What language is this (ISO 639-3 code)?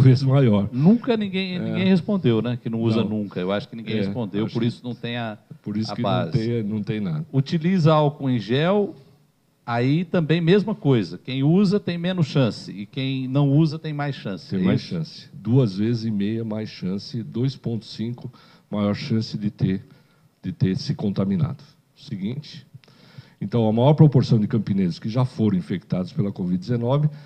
por